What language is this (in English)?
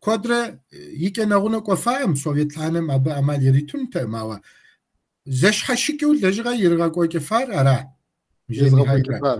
Kabardian